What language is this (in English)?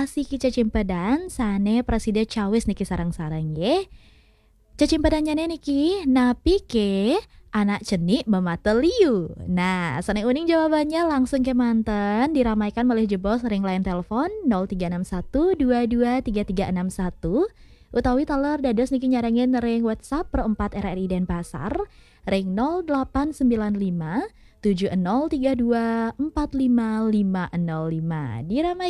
Balinese